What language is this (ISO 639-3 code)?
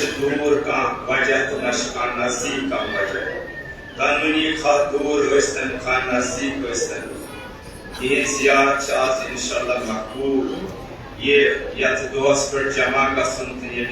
kas